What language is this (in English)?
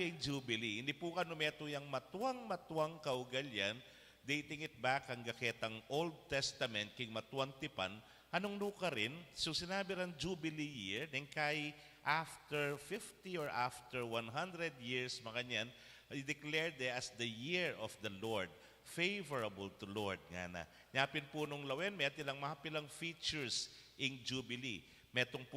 Pampanga